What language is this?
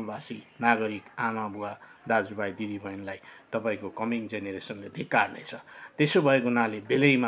Nepali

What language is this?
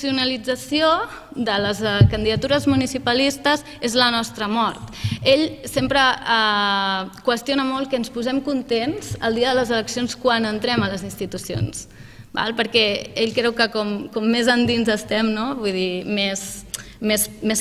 Catalan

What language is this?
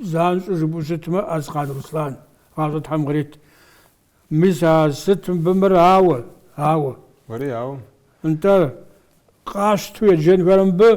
Kabardian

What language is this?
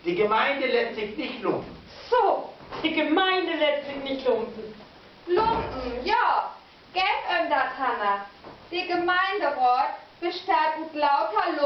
Low German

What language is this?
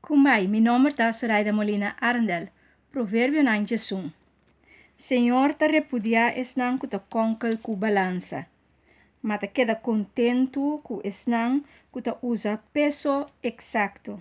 Papiamento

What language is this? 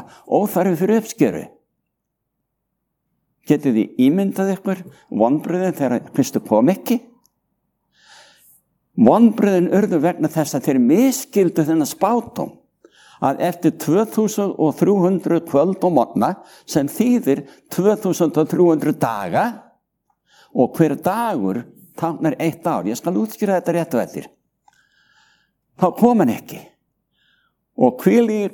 Icelandic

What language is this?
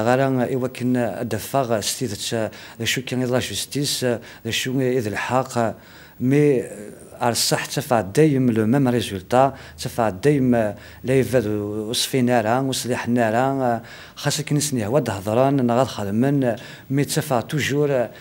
Kabyle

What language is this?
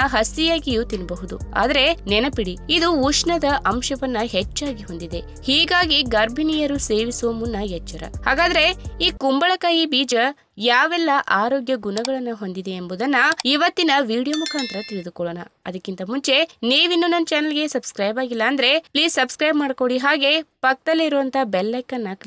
Kannada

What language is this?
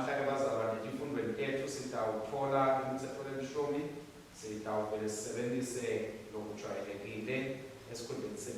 Swati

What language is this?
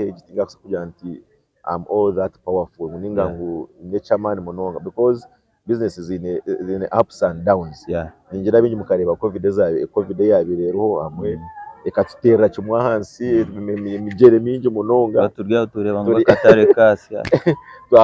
Nyankole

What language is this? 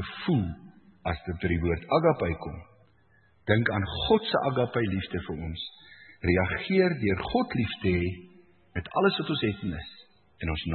Afrikaans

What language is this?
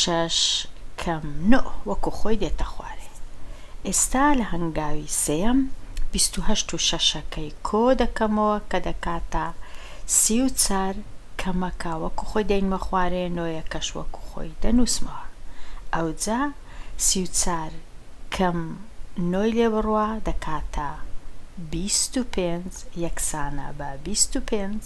Central Kurdish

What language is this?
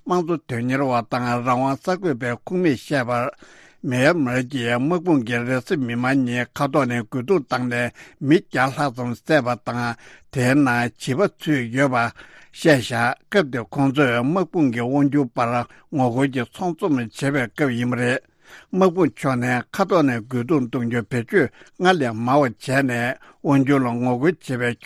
Tibetan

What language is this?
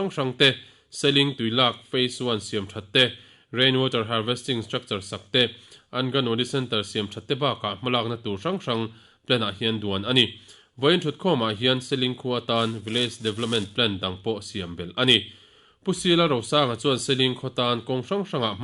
Mizo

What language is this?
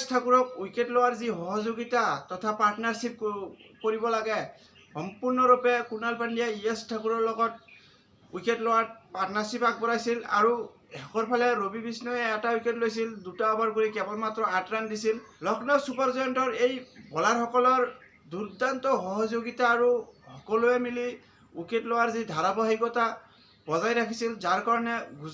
Assamese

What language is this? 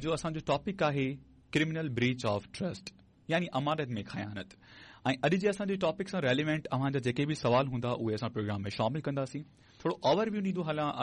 Sindhi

